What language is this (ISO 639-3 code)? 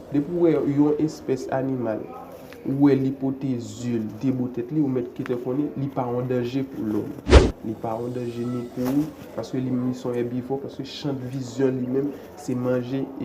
hat